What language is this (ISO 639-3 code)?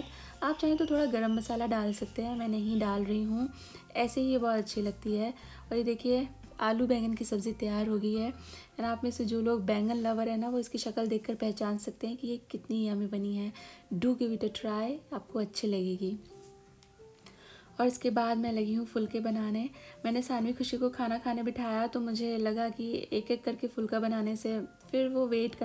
hin